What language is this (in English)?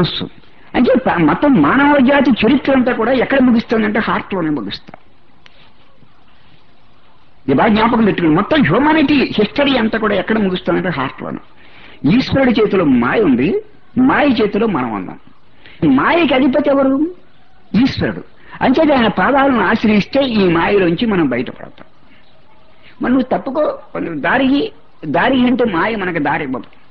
Telugu